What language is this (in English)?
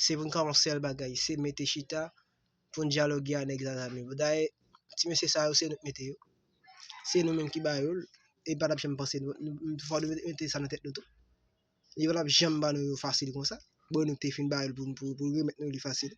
Haitian Creole